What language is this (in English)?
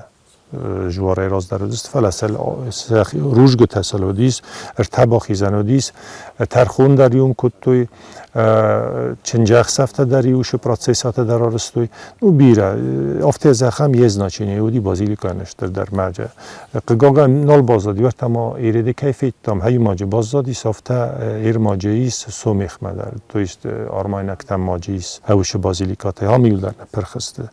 Ossetic